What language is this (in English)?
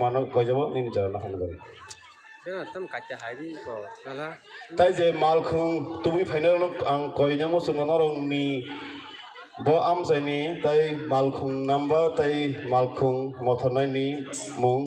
Kok Borok